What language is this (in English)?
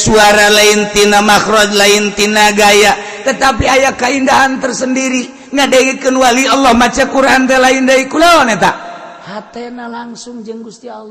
Sundanese